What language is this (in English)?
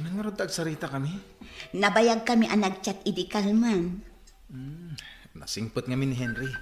Iloko